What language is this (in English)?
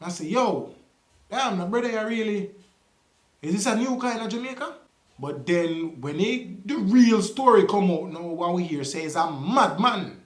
Jamaican Creole English